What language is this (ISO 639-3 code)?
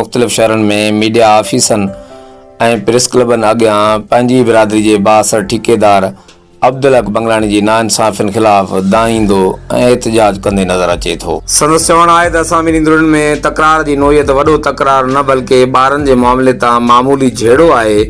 snd